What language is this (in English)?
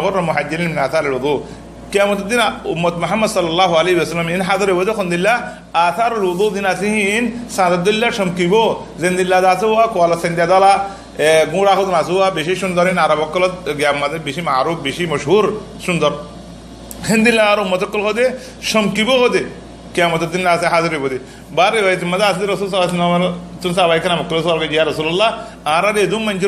Rohingya